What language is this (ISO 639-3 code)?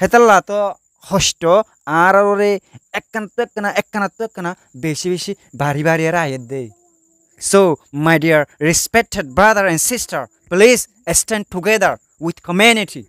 rhg